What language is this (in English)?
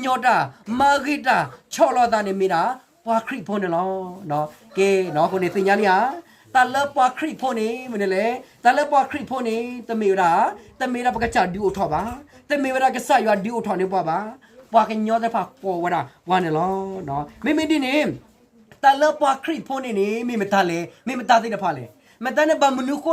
S'gaw Karen